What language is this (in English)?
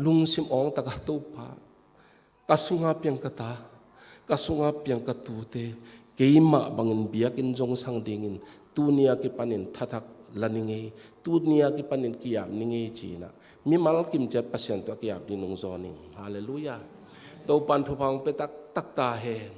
Tedim Chin